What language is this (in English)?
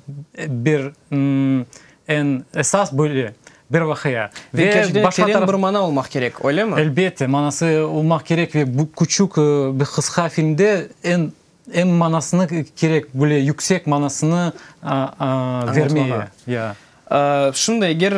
Crimean Tatar